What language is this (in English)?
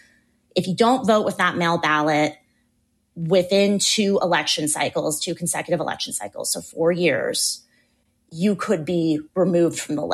English